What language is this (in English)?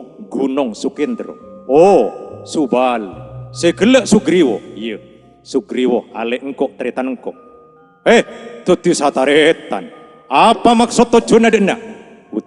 Madurese